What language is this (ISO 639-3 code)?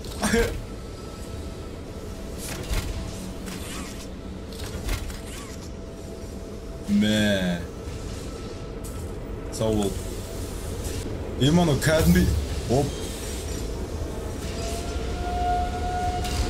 kaz